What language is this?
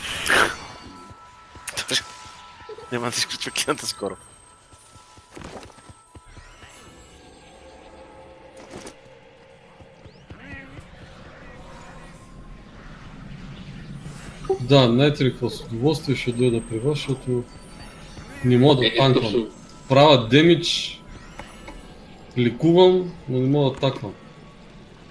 Bulgarian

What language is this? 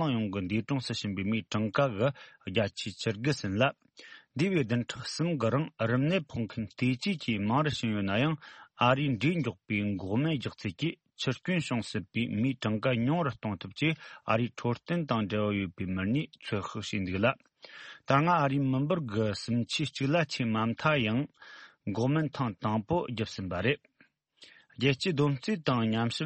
Tibetan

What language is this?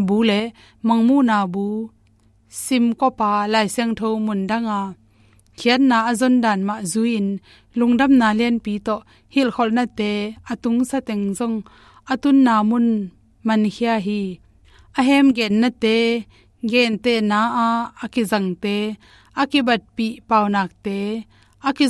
Tedim Chin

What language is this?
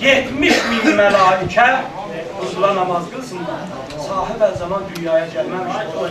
South Azerbaijani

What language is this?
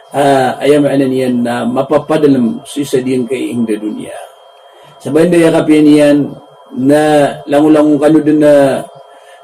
Maranao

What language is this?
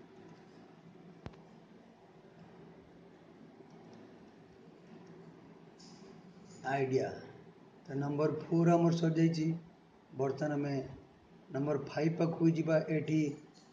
Odia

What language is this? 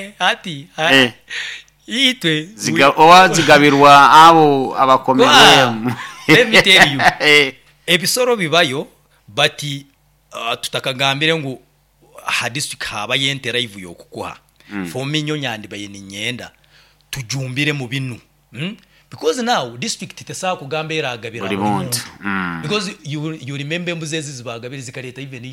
Nyoro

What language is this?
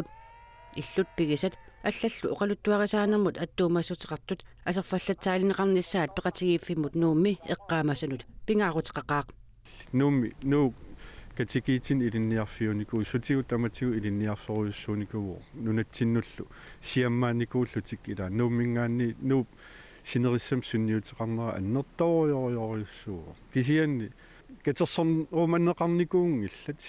Kalaallisut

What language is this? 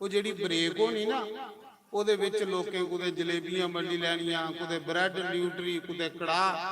Dogri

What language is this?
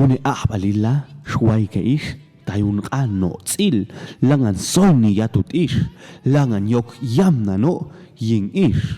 Popti'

